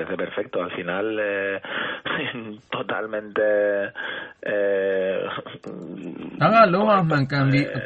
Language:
Burmese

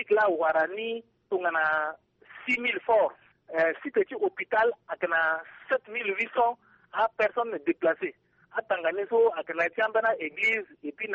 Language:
Sango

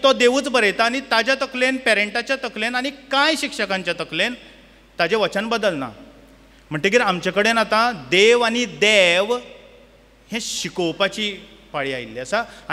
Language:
Konkani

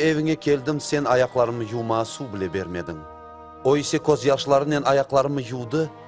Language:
Crimean Tatar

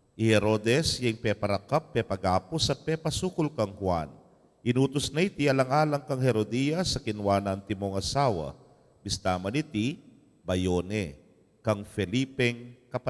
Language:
Pampanga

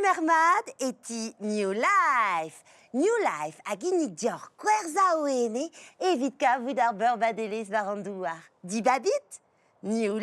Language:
Breton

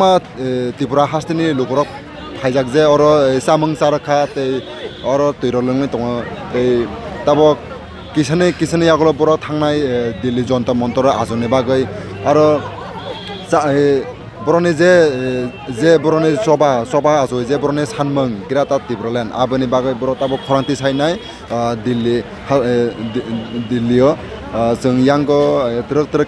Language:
Kok Borok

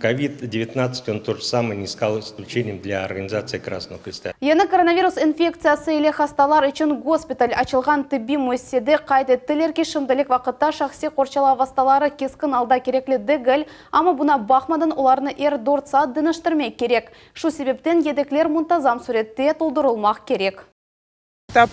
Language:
Crimean Tatar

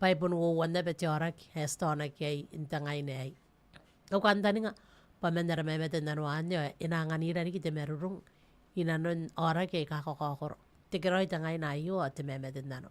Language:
Gilbertese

